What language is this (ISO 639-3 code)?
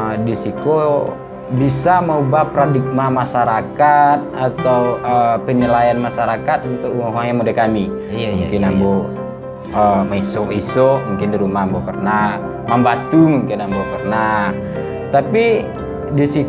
min